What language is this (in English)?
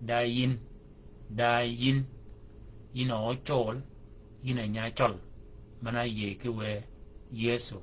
Shilluk